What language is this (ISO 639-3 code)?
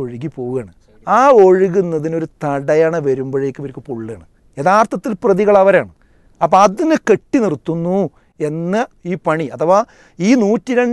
mal